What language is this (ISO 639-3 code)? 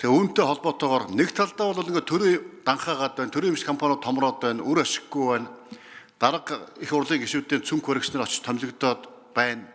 mon